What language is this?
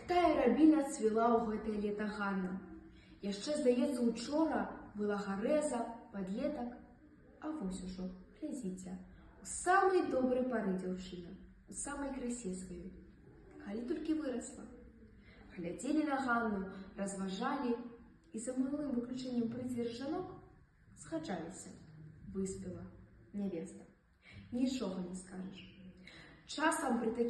Belarusian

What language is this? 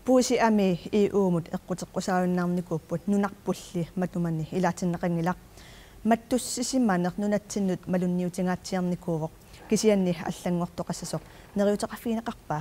Kalaallisut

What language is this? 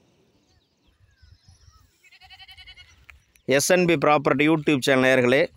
Tamil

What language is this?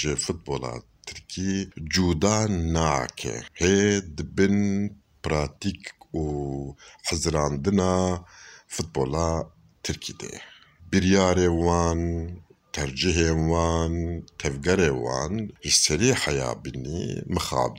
Kurdish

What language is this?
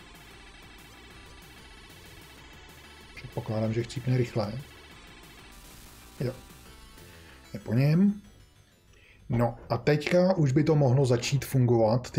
Czech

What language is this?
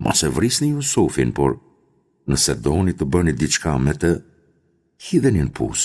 Albanian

